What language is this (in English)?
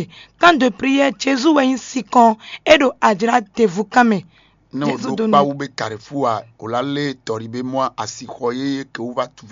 Fon